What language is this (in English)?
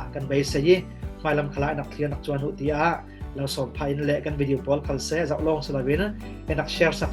Falam Chin